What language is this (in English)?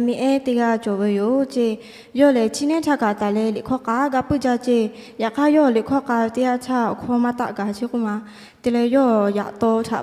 Lahu